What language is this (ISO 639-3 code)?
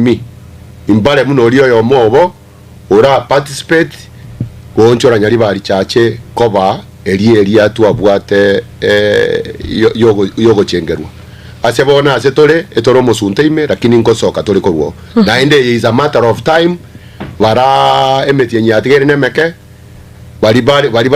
guz